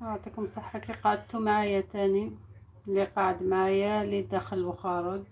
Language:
Algerian Arabic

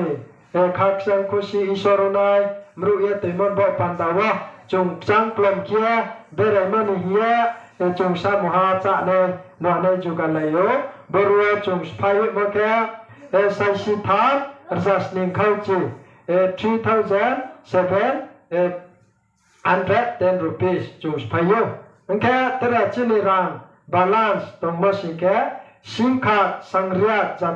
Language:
Riang (India)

